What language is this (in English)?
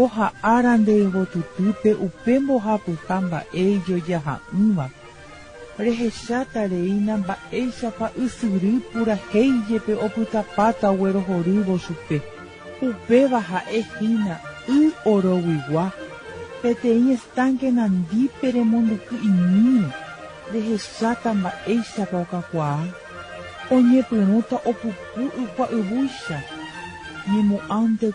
Guarani